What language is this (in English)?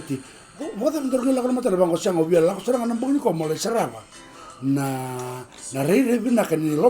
Fijian